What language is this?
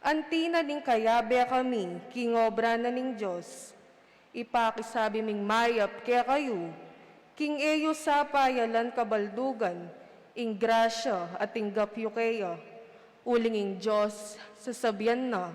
Pampanga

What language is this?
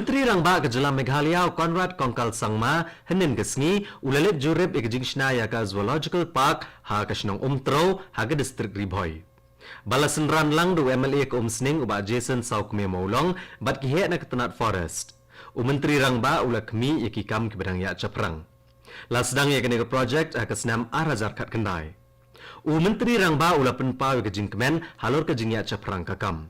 Khasi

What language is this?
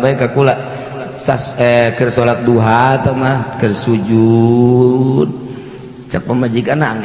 Sundanese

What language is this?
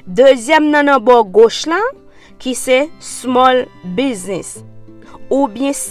Haitian Creole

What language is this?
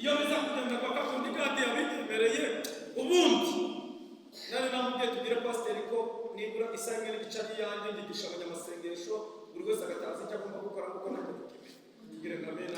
Kinyarwanda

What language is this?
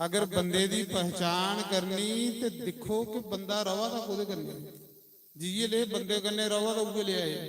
Dogri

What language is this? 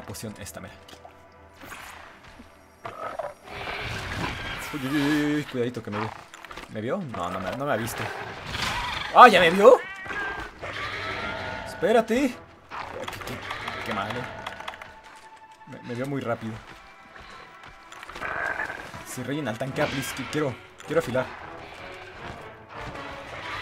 Spanish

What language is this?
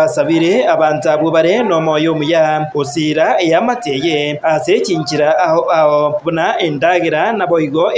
Gusii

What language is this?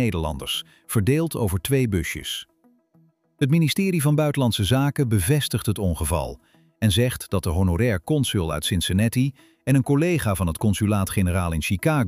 Dutch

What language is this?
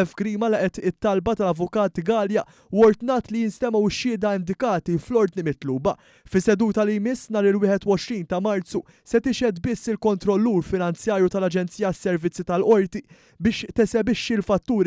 Maltese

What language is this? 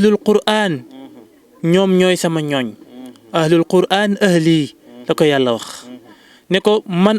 Wolof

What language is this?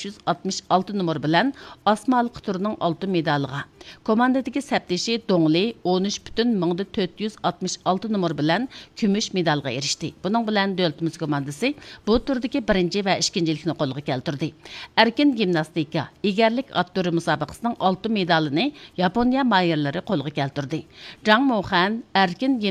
Uyghur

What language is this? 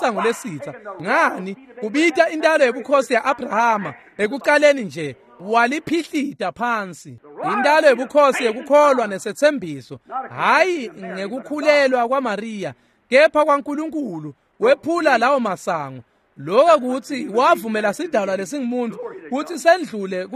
Swati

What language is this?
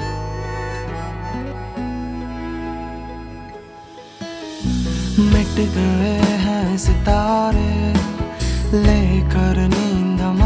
Hindi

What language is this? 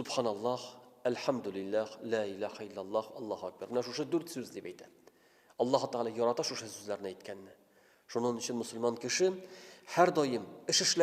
Tatar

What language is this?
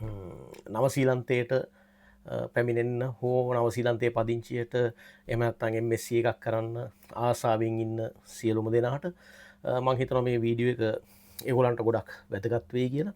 Sinhala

